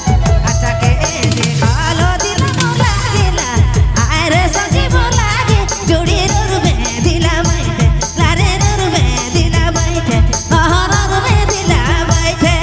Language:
Sadri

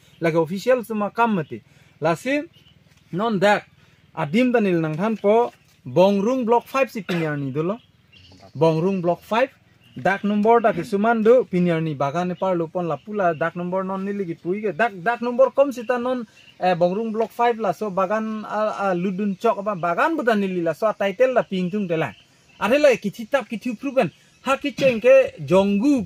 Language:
Karbi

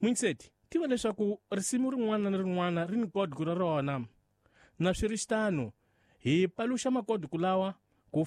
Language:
Tsonga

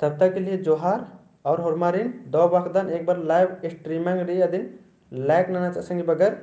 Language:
Kurukh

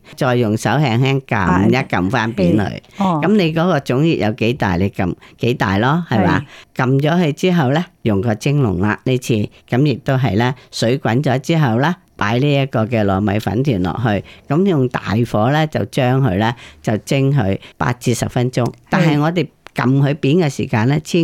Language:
Cantonese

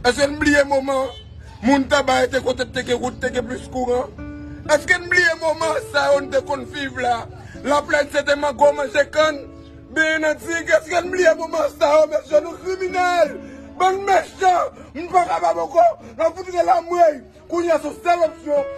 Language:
Haitian Creole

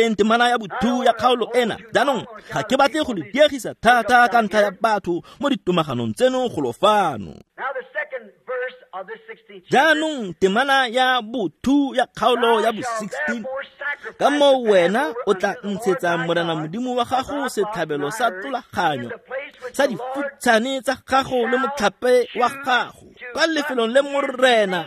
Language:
Tswana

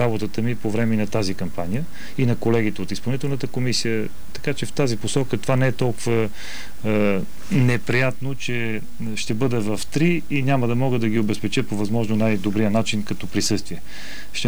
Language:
Bulgarian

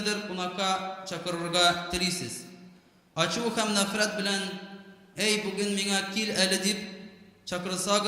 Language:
Tatar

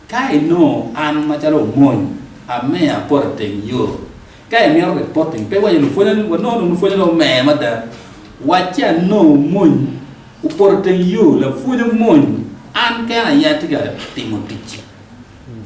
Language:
Acoli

